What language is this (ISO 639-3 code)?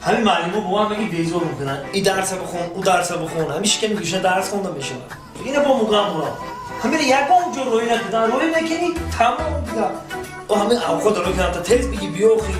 tgk